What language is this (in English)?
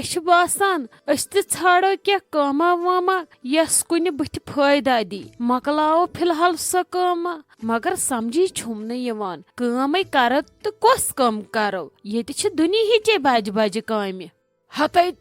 Kashmiri